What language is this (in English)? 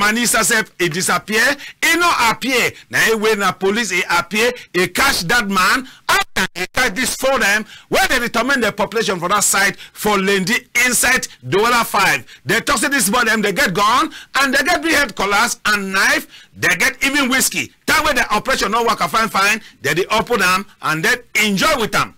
Cameroon Pidgin